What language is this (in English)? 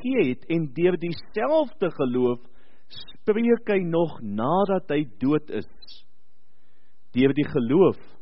Afrikaans